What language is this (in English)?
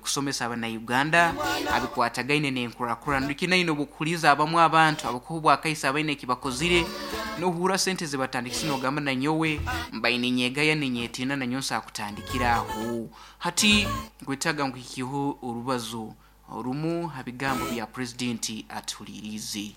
Nyankole